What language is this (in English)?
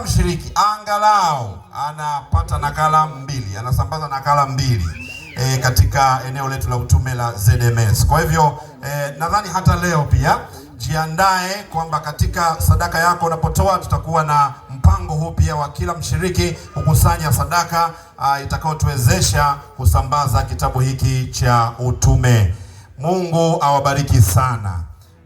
Swahili